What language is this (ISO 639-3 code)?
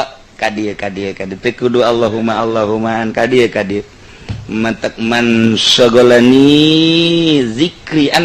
sun